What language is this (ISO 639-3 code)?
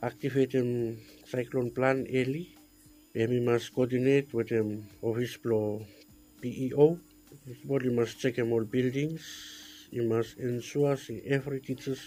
bis